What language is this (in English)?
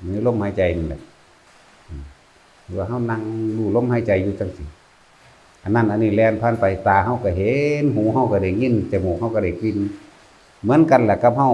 Northeastern Thai